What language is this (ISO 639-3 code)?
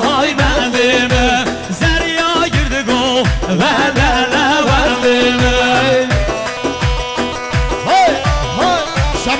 kur